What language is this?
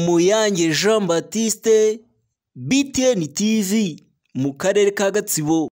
Kinyarwanda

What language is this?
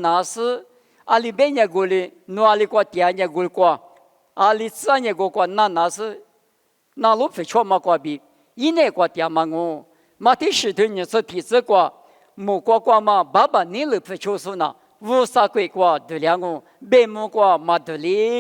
Lisu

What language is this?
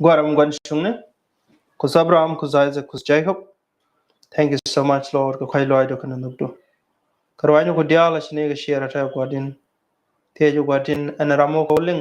Nuer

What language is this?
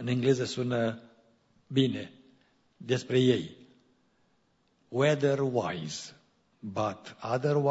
Romanian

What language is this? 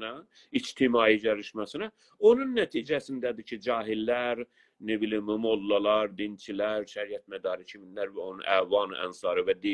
South Azerbaijani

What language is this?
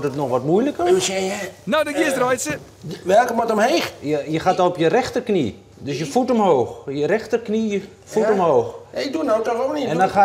Western Frisian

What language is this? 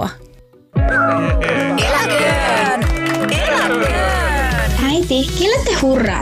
Finnish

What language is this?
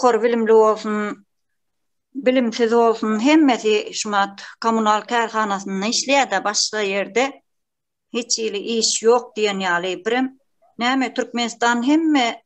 Turkmen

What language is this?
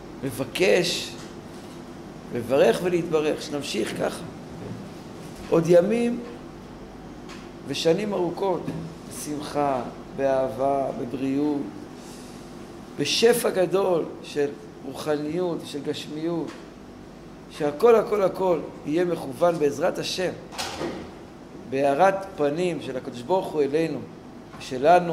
Hebrew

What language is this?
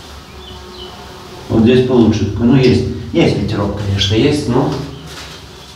Russian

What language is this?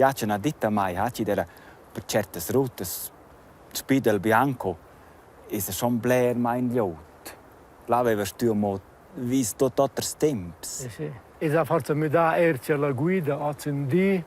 Romansh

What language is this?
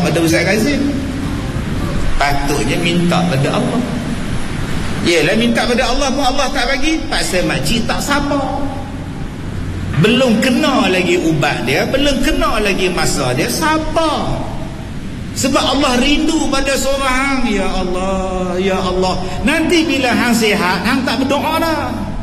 Malay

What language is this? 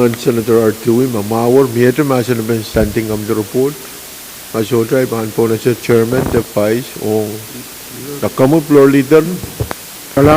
Pohnpeian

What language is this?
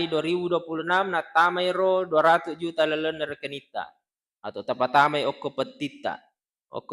Buginese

